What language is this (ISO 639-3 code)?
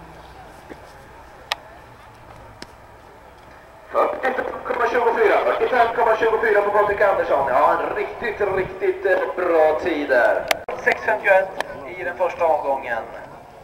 swe